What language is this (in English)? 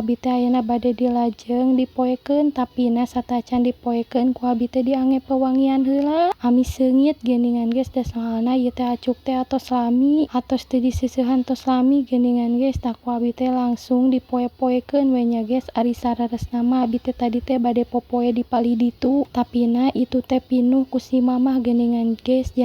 Sundanese